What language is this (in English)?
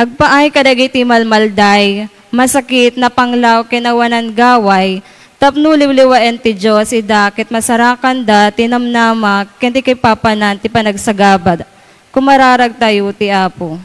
Iloko